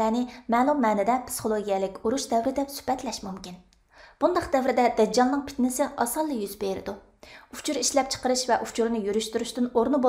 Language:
Uyghur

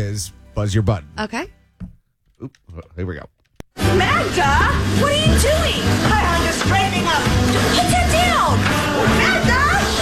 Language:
English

